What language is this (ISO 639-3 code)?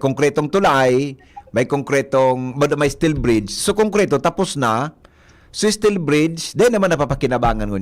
bik